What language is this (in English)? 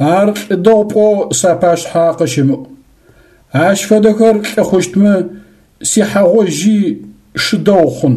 Adyghe